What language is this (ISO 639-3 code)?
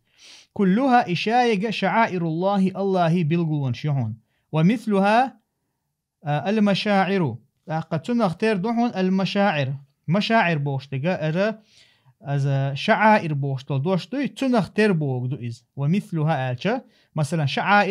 che